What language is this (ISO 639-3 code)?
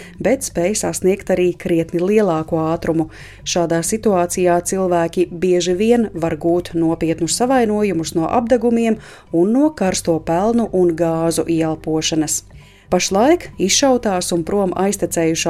lav